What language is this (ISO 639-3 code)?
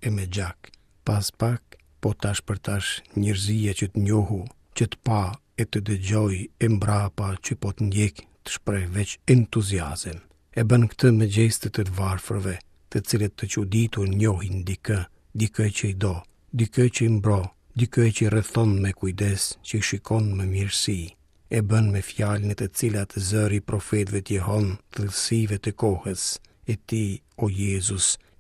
sqi